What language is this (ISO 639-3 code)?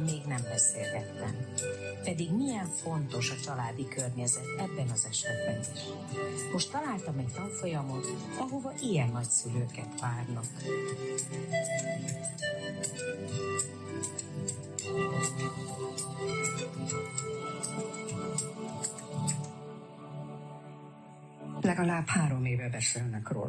hun